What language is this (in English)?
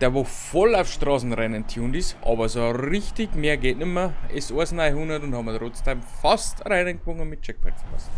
Bavarian